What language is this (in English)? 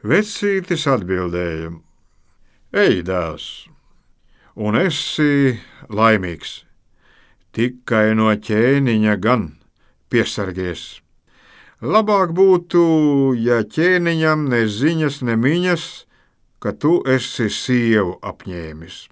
Latvian